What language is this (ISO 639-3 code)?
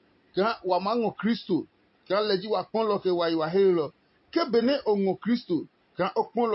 ada